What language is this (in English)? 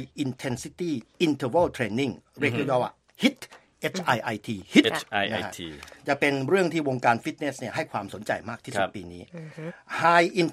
Thai